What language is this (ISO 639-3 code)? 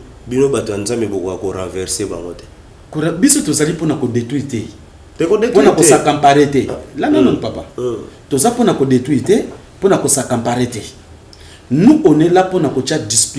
lin